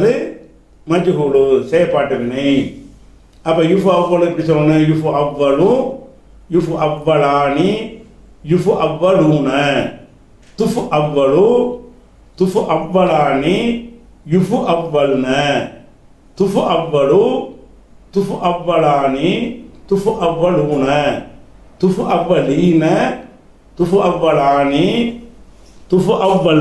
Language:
Tamil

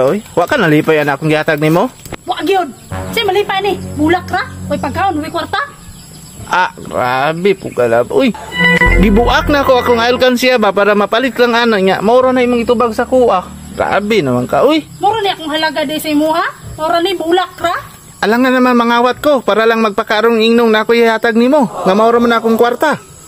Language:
Cebuano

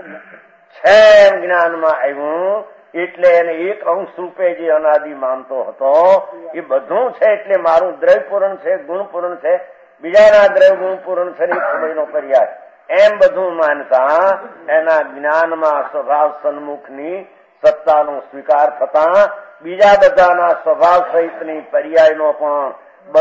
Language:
Gujarati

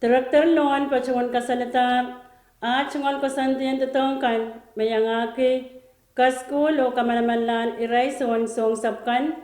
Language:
Pohnpeian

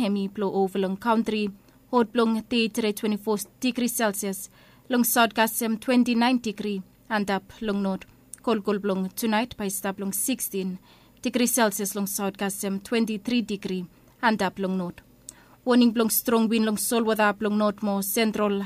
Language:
Bislama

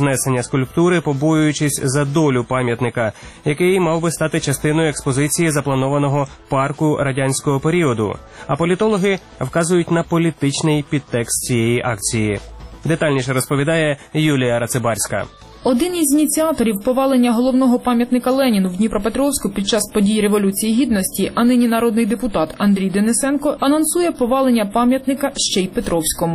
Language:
Ukrainian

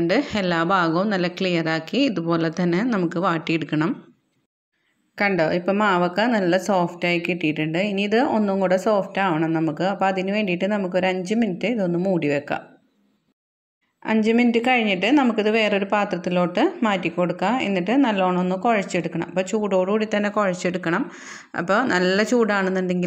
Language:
Malayalam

